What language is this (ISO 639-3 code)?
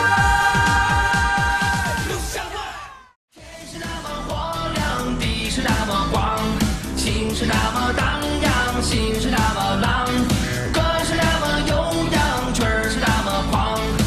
zho